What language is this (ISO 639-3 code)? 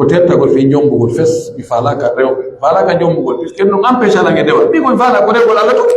fuf